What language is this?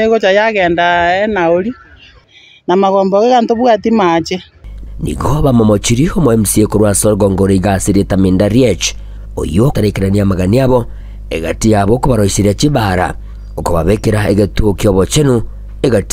Gusii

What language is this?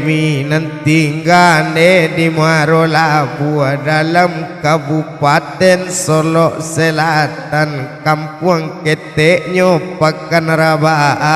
Minangkabau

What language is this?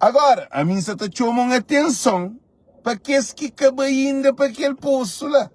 Kabuverdianu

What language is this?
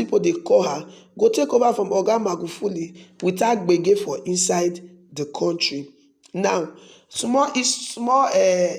Nigerian Pidgin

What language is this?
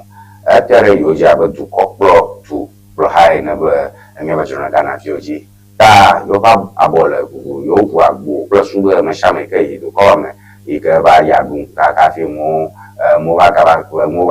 Ewe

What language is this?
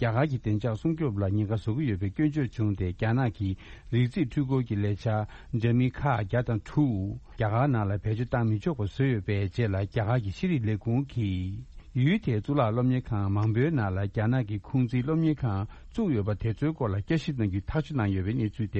Tibetan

